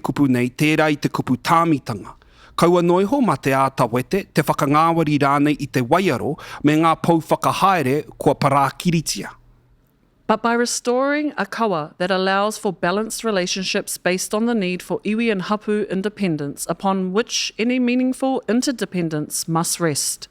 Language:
Māori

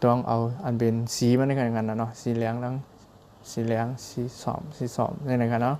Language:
Shan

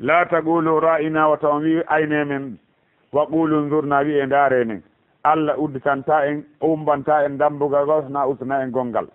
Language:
Fula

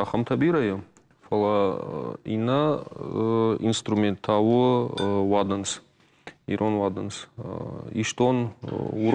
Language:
Ossetic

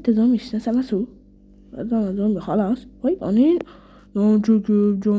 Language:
Uzbek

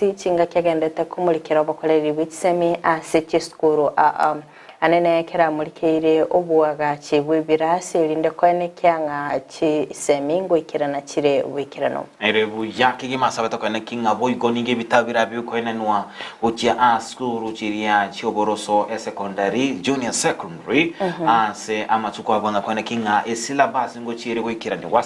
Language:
Gusii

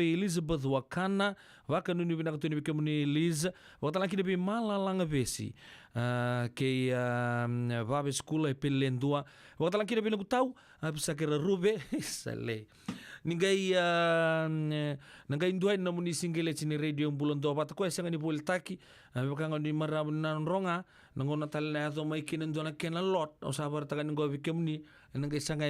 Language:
Fijian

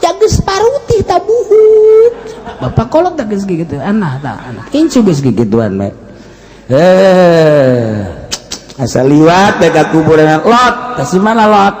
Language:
Sundanese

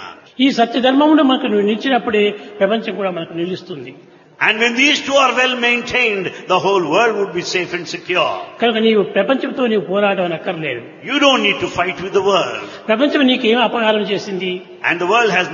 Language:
Telugu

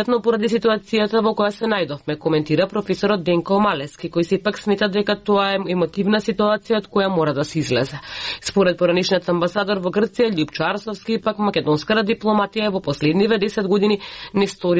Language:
Macedonian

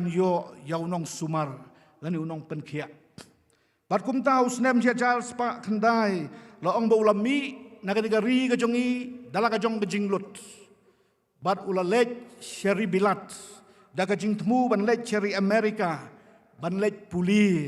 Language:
Khasi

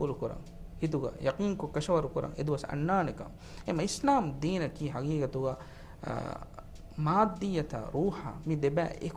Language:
Divehi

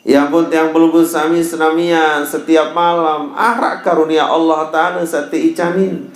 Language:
Sasak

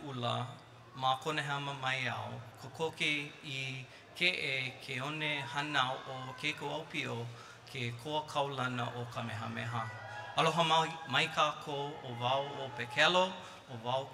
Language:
Hawaiian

